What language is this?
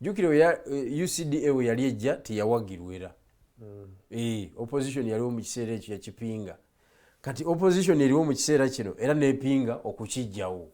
Ganda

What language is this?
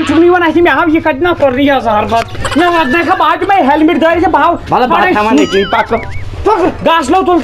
Kashmiri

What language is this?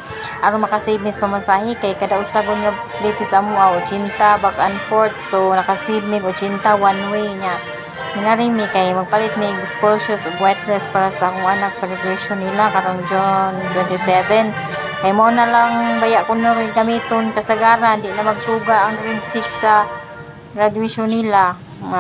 Cebuano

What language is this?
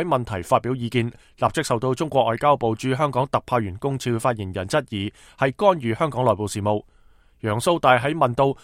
Cantonese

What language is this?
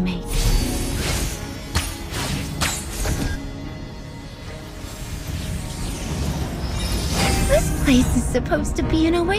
English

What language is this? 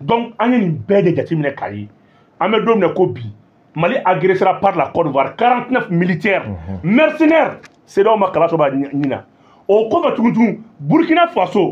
Bambara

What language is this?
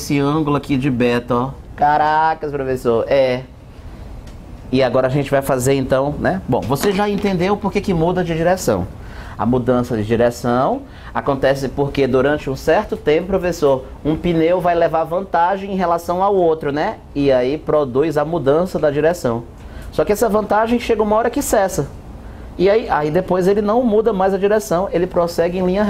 Portuguese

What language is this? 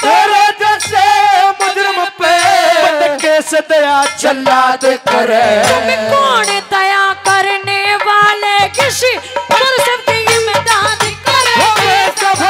Hindi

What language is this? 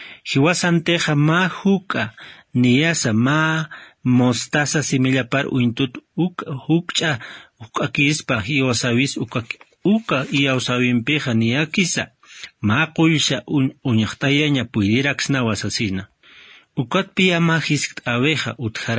Aymara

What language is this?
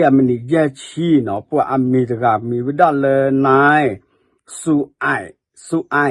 S'gaw Karen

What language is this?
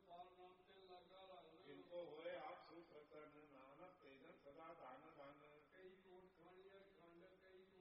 Punjabi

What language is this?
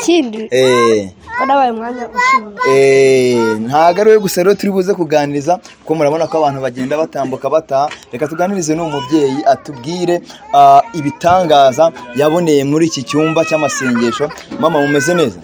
Kinyarwanda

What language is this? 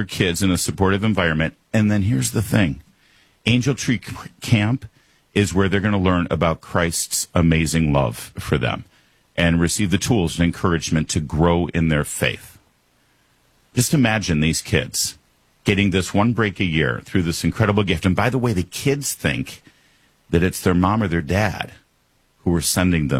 English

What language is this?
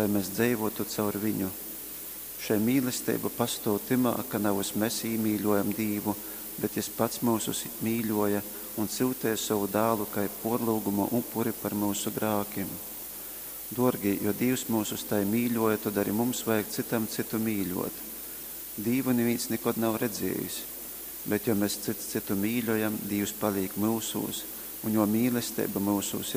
Latgalian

